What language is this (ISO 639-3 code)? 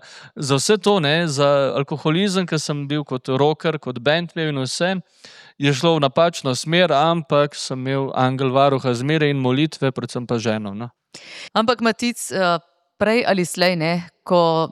slv